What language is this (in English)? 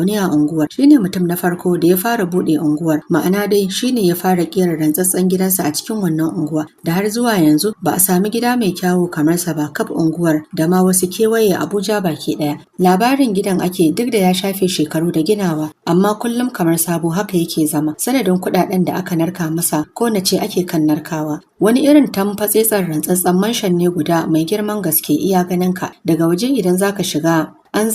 Hausa